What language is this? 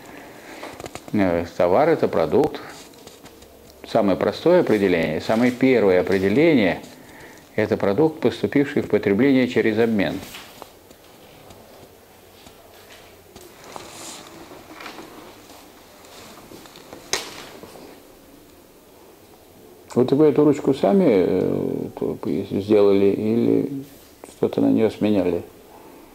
Russian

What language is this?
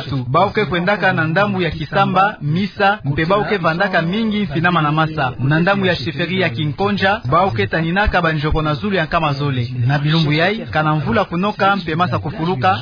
Kituba (Democratic Republic of Congo)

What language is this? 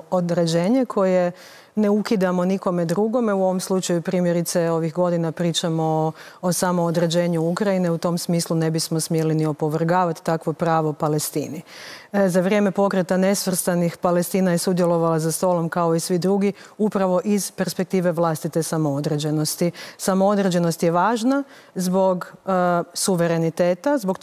Croatian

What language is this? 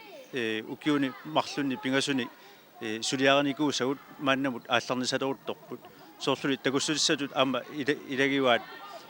Kalaallisut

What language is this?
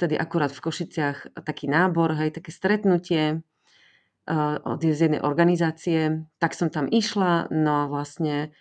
Slovak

